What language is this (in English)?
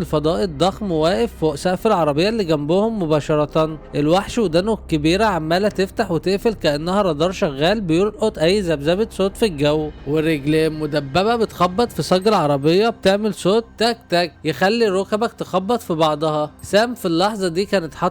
Egyptian Arabic